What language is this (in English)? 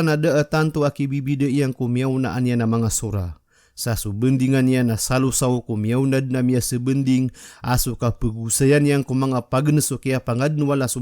Maranao